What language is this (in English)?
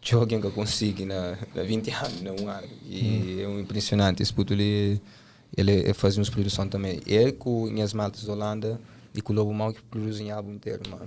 Kabuverdianu